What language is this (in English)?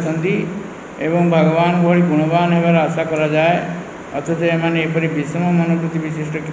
Odia